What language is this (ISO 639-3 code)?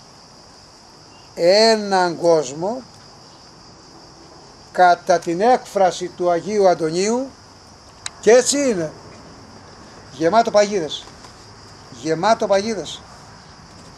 ell